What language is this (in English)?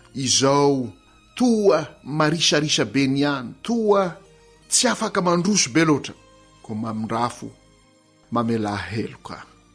Malagasy